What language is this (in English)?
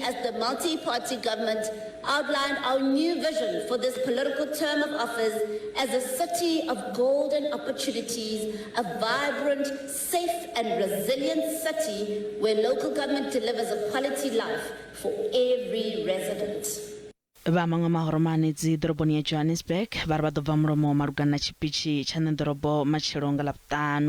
Venda